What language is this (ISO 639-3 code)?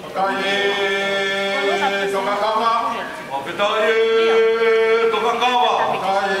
ton